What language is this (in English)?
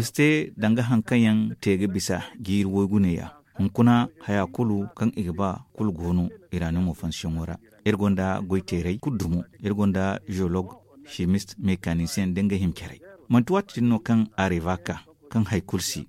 Zarma